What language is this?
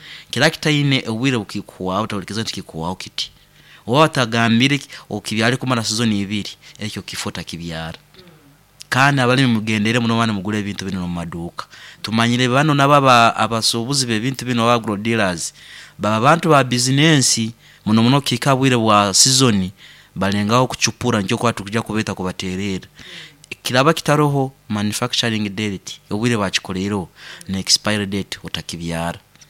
Nyoro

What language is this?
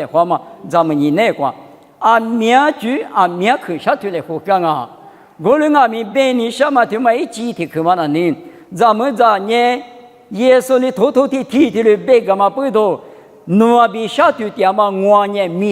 Lisu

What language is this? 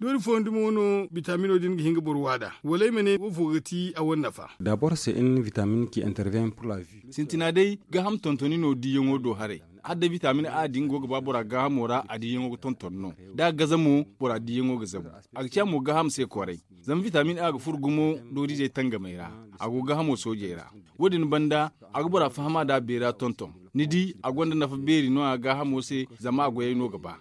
Zarma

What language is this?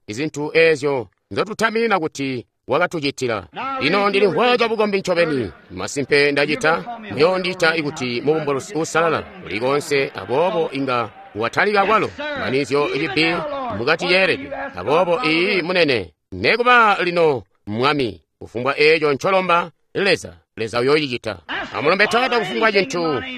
Tonga (Zambia)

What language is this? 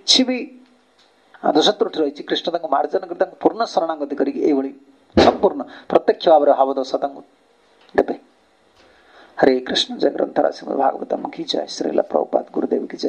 Odia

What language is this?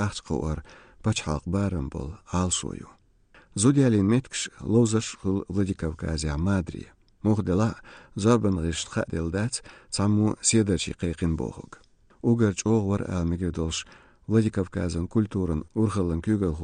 Chechen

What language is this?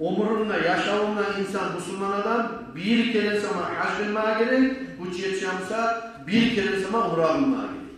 Kumyk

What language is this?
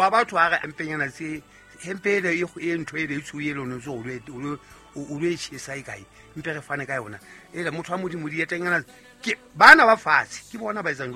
Southern Sotho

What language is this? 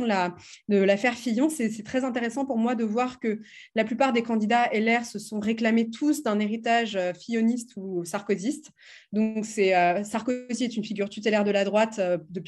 French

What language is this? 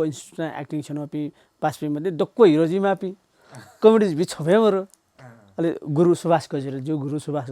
Newari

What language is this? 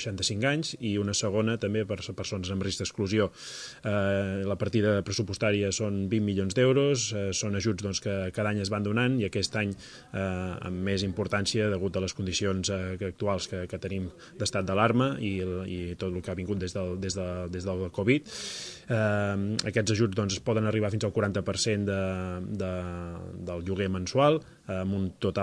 Catalan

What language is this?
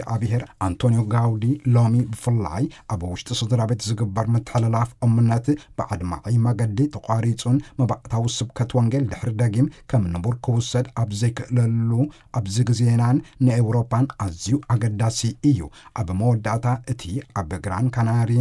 Tigrinya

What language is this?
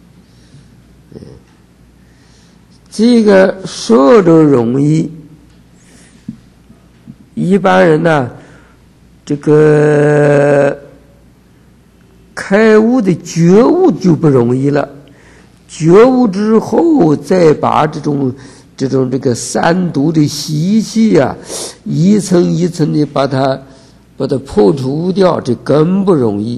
Chinese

